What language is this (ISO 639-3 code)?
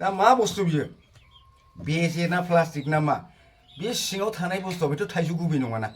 brx